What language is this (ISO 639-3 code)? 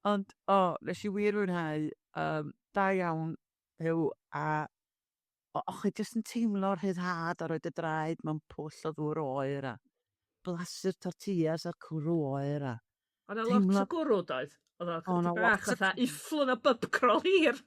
cym